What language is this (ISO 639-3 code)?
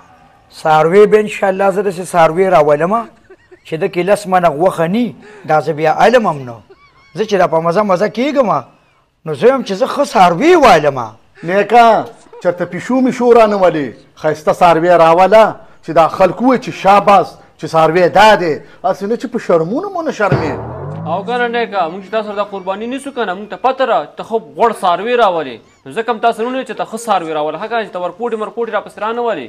pus